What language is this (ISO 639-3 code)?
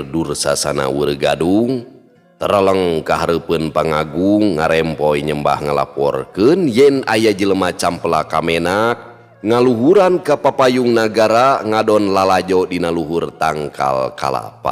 sun